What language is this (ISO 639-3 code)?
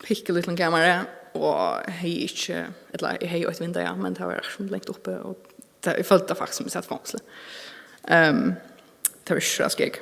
fao